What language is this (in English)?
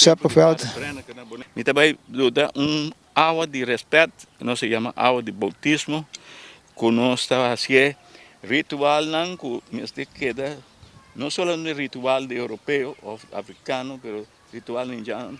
Papiamento